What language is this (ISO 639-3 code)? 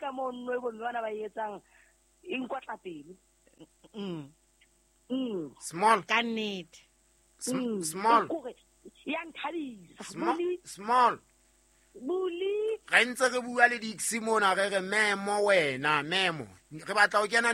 sot